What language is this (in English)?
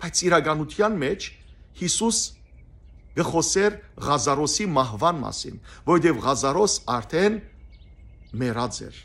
Western Armenian